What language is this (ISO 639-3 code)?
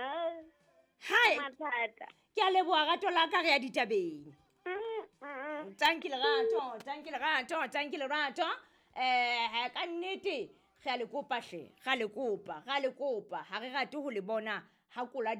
sot